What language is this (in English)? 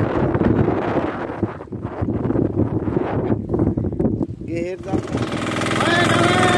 Portuguese